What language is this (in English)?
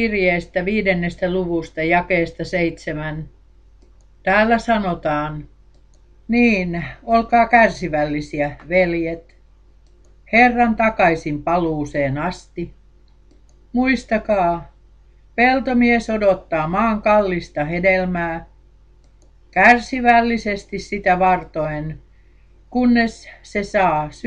Finnish